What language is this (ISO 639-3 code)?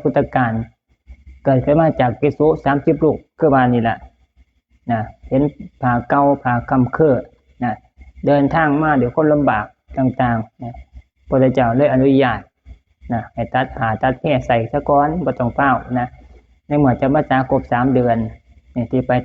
lao